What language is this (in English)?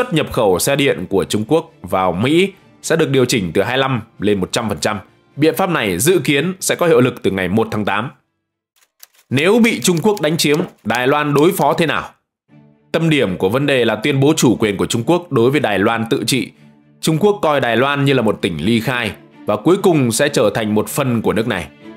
Vietnamese